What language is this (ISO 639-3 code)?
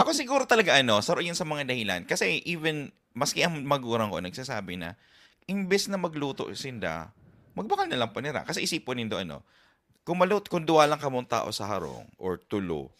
bik